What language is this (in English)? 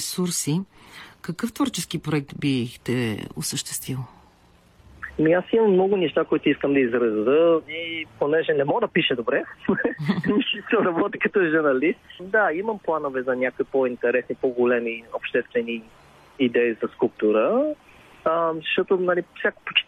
Bulgarian